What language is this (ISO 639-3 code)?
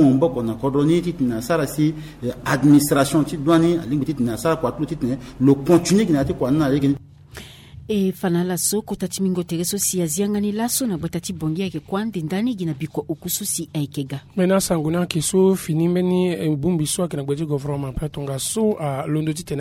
sag